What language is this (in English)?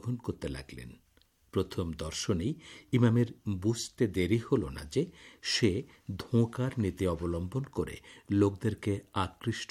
Bangla